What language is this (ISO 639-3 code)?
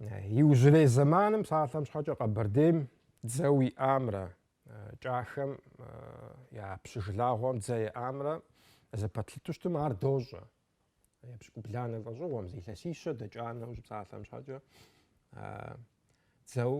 kbd